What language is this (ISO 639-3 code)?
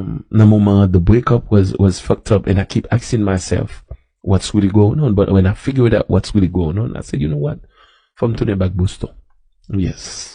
hat